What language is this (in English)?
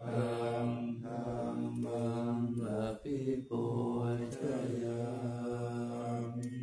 Pali